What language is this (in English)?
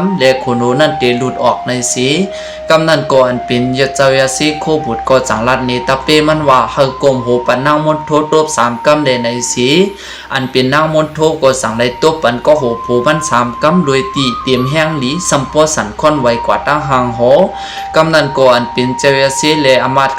Shan